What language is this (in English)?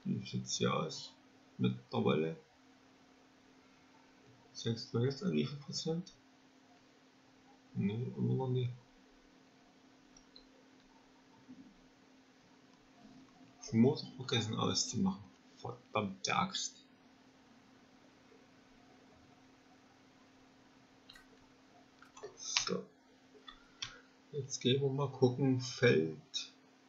German